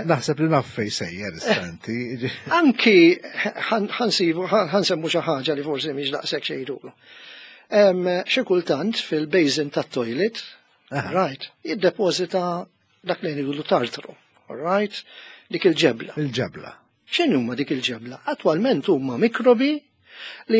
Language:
Maltese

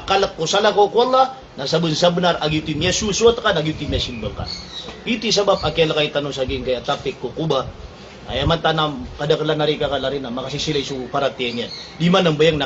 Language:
Maranao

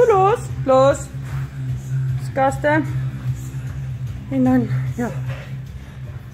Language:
Afrikaans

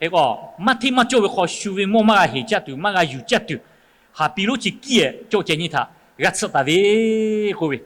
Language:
Lahu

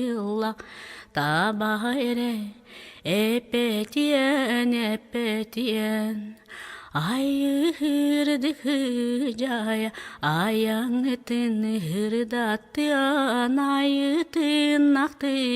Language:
Yakut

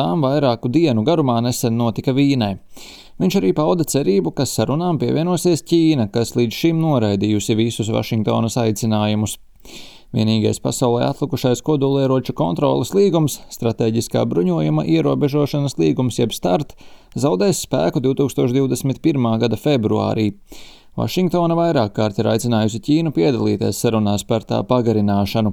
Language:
Latvian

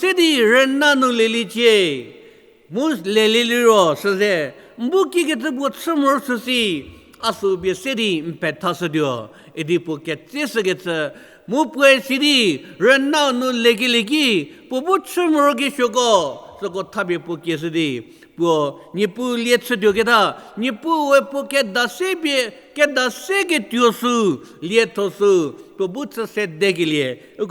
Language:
Angami Naga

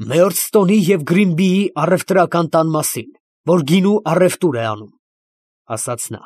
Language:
Armenian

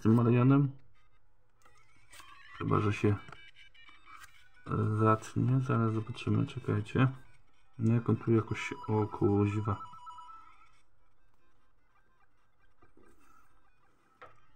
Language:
Polish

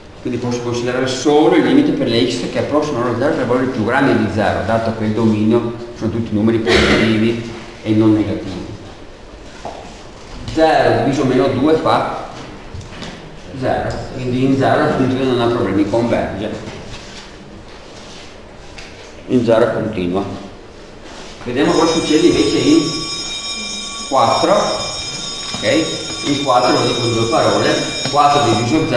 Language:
Italian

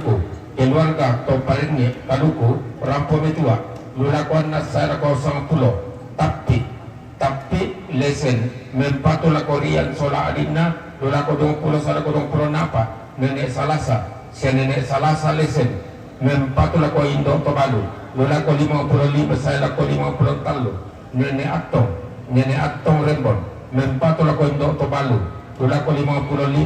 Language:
Toraja-Sa'dan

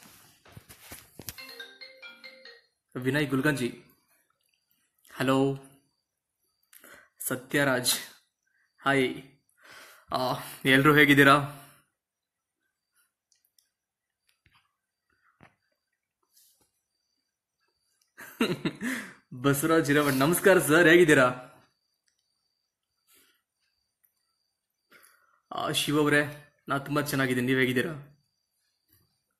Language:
Kannada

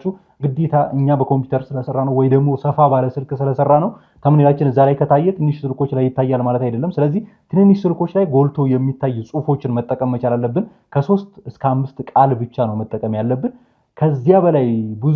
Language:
Amharic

